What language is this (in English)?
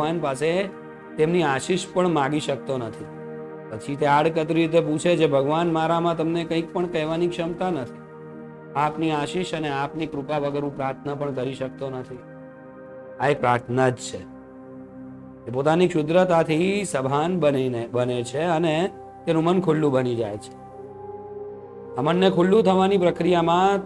Gujarati